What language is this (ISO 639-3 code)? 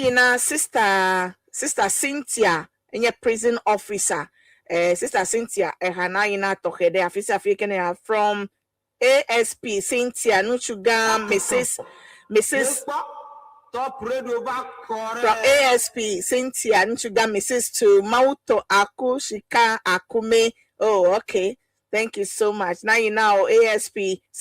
ewe